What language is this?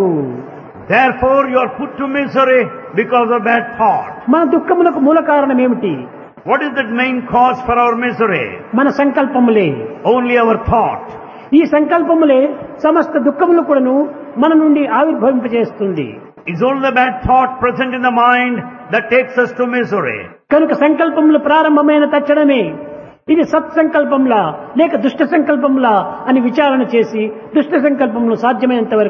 Telugu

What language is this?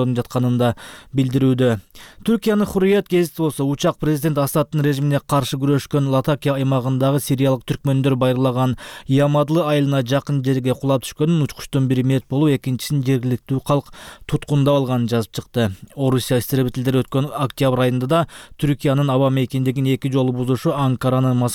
Kyrgyz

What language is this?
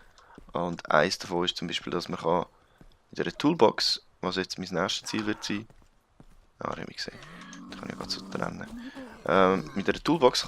Swiss German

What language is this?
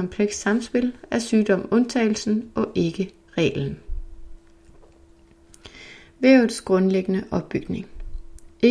Danish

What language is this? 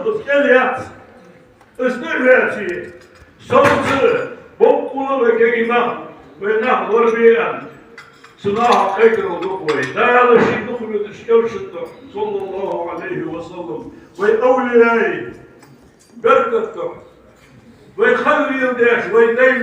Ingush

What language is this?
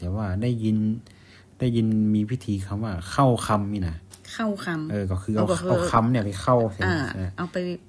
Thai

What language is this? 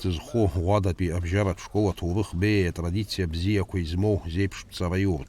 Abkhazian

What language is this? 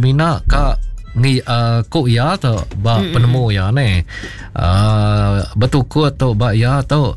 Iban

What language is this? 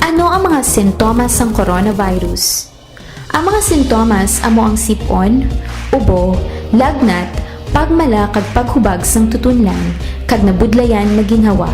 Hiligaynon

